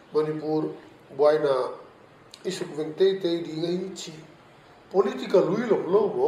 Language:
Paite Chin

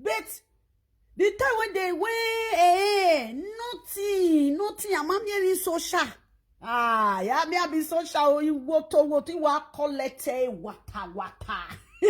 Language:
Nigerian Pidgin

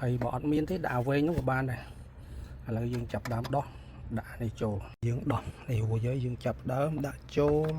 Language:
Khmer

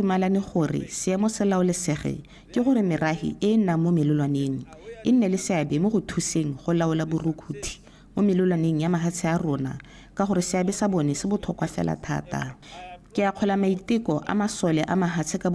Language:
Tswana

